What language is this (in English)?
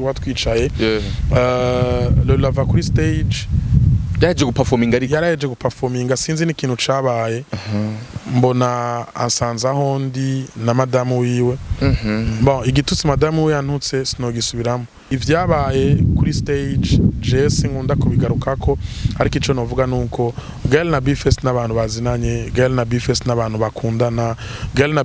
Rundi